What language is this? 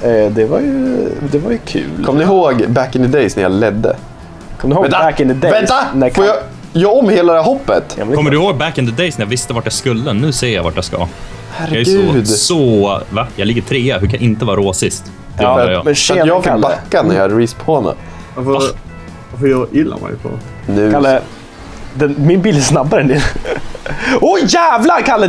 Swedish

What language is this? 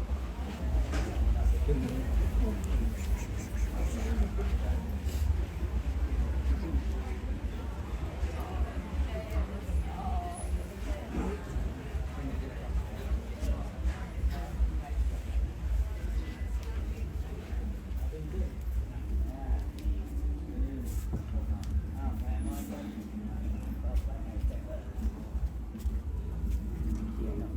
Pali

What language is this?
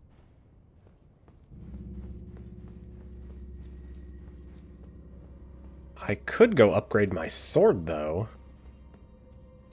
English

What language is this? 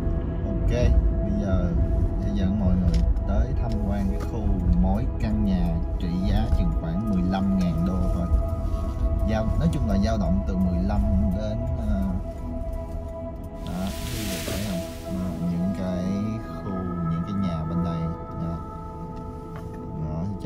Vietnamese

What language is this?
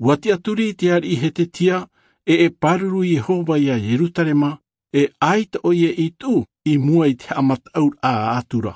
Tahitian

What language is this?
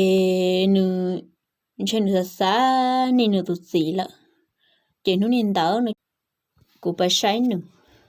Hmong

